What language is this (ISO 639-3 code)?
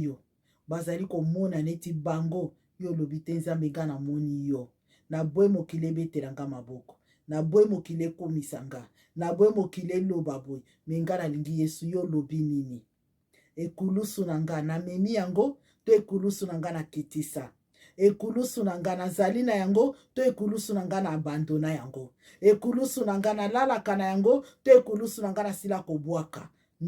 lin